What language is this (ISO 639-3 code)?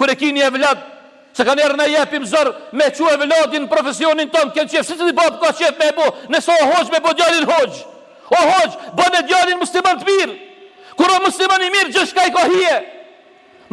sqi